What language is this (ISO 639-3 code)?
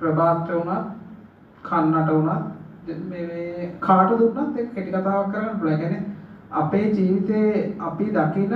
sin